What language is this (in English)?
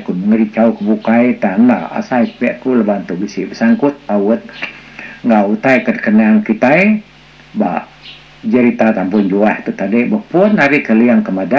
Iban